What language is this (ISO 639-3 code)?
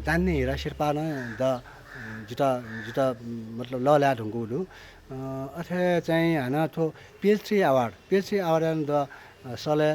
new